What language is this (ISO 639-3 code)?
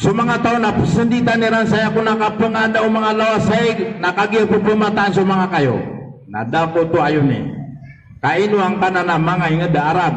mrw